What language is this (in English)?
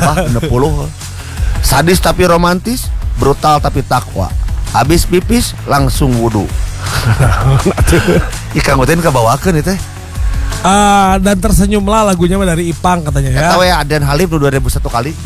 Indonesian